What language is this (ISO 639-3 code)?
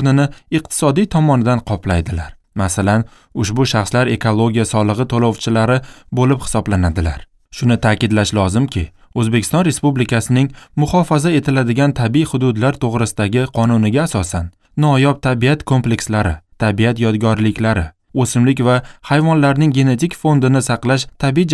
uzb